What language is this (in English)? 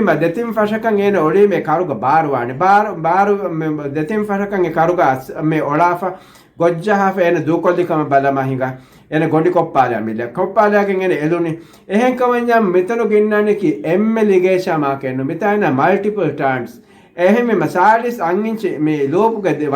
Divehi